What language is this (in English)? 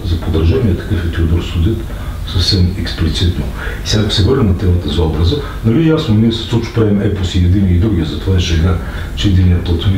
Bulgarian